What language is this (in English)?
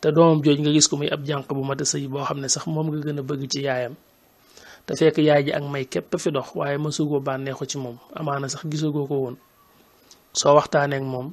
Wolof